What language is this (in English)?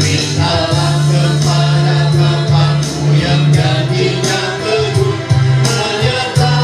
Ma'anyan